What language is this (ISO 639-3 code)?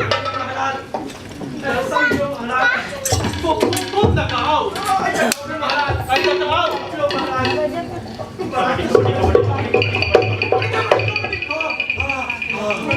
mai